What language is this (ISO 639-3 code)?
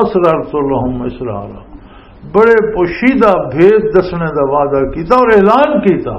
lah